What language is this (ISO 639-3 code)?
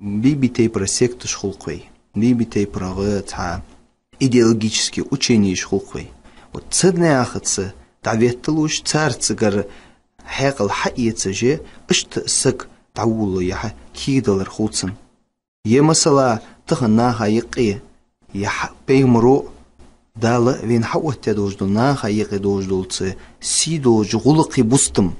inh